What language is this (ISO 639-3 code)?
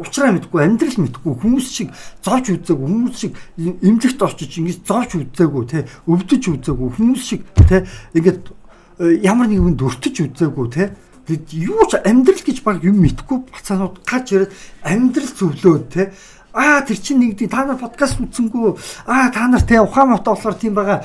mon